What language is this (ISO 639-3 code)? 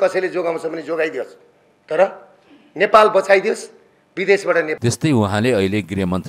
nep